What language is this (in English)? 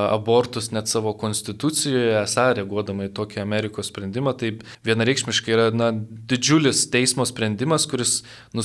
Lithuanian